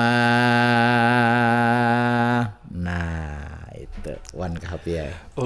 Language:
Banjar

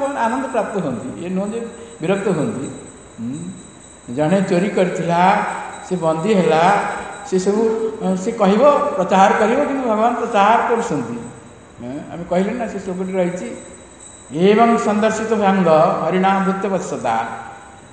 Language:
Odia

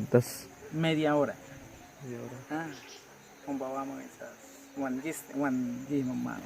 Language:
Awa-Cuaiquer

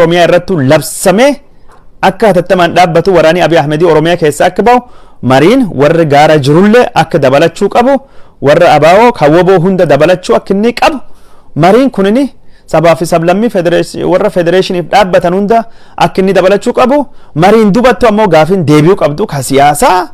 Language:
Oromo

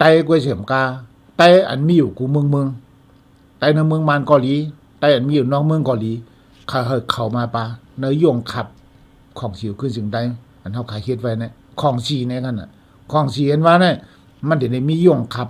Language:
Shan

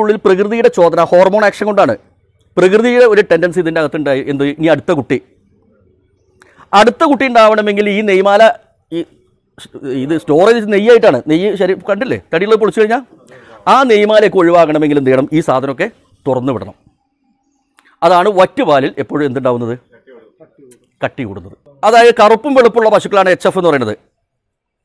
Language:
Malayalam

